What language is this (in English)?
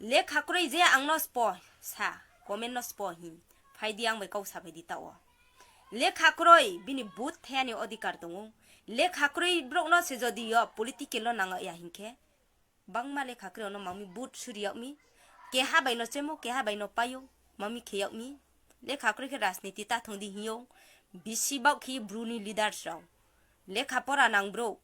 Riang (India)